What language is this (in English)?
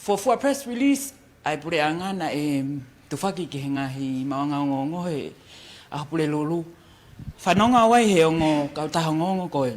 Tongan